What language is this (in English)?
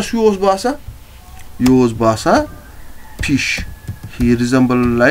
Kashmiri